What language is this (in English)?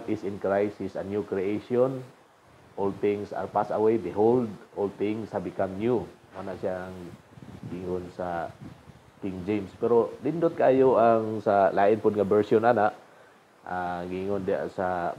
Cebuano